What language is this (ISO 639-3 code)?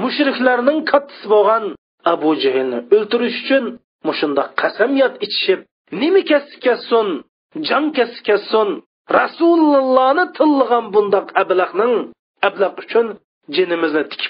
uig